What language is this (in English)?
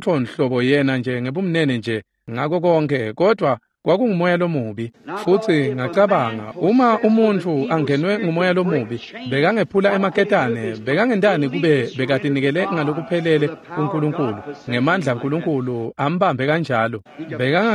Swati